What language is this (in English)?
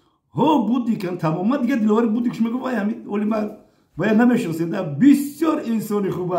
Tajik